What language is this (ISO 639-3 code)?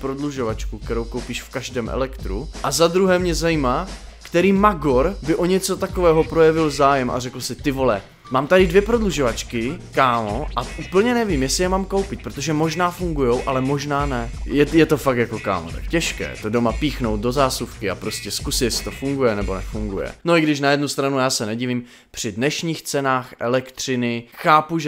ces